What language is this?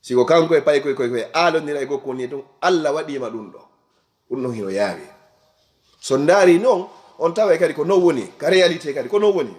Fula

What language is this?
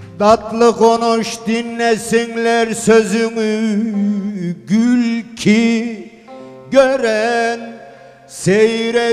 Turkish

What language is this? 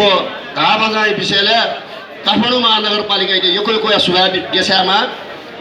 Newari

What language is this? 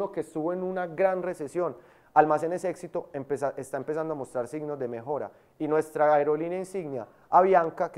Spanish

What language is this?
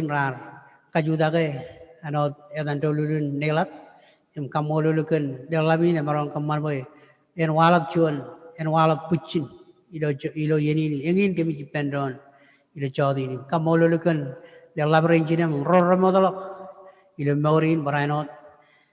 Marshallese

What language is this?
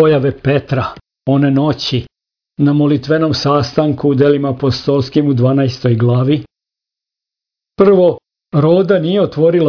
Serbian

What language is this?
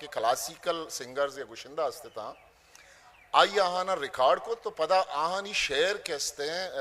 Eastern Balochi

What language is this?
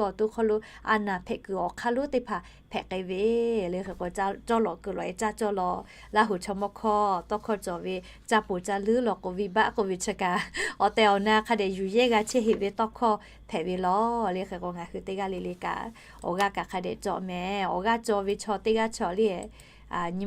Lahu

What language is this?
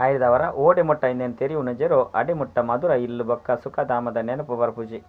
Tulu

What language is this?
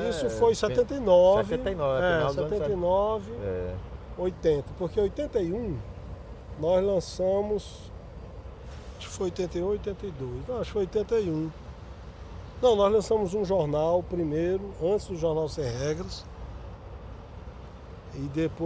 Portuguese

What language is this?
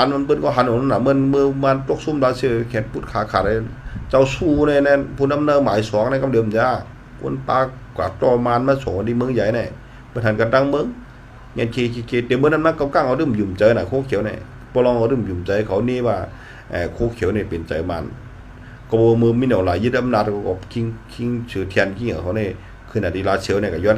Shan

